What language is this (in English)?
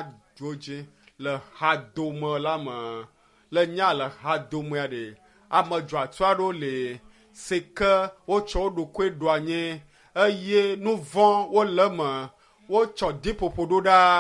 Ewe